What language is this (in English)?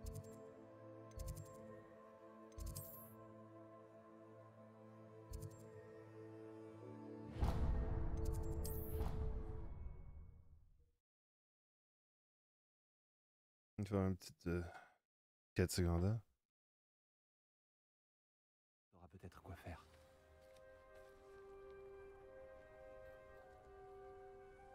French